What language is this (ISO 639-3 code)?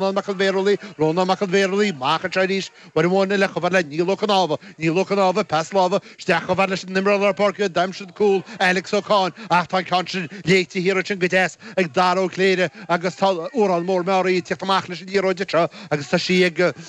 gle